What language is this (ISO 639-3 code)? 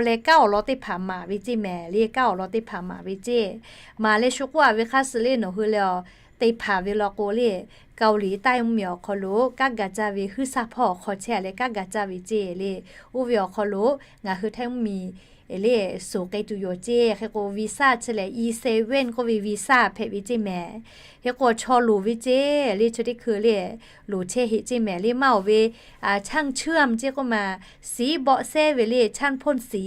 lhu